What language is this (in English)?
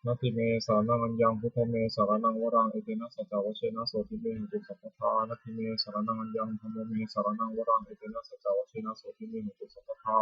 Pali